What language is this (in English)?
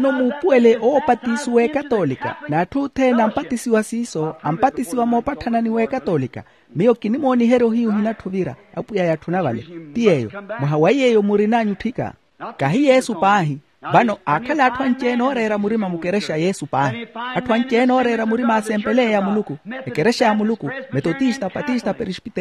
Makhuwa